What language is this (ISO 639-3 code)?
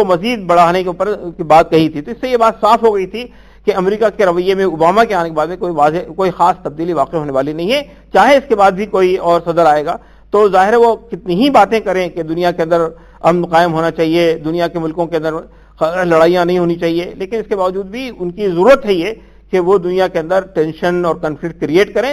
urd